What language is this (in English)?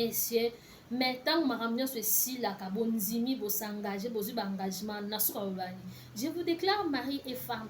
Lingala